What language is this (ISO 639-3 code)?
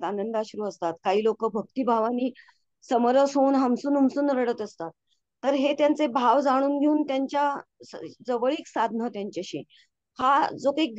mar